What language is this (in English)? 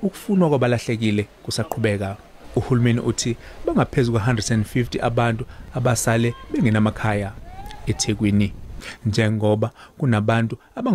Zulu